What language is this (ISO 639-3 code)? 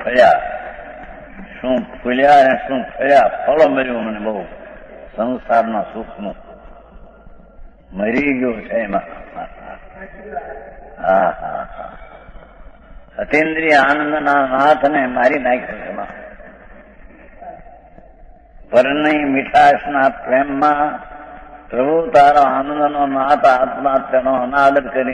guj